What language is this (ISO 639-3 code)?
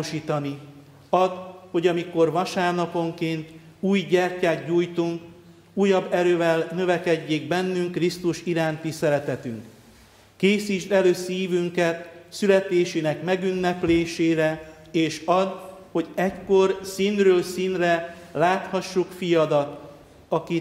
hun